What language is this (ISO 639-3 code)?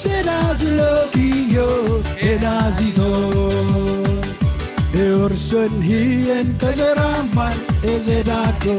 mah